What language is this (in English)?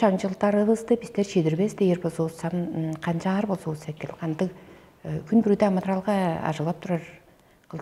Tuvinian